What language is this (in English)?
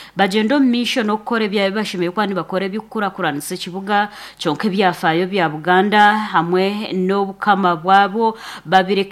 Nyankole